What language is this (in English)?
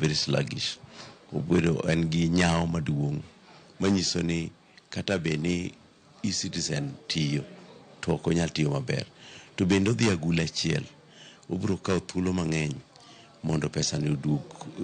Luo (Kenya and Tanzania)